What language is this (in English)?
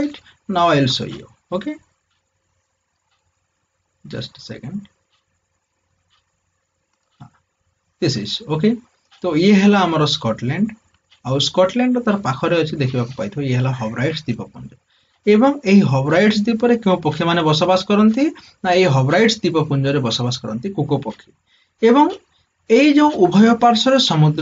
Odia